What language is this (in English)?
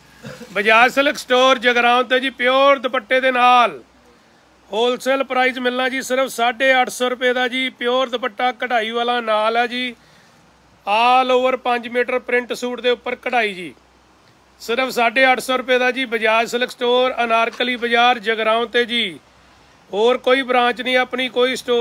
Punjabi